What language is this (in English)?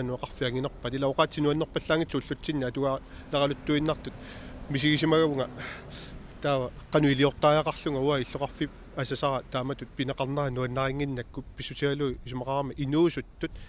Kalaallisut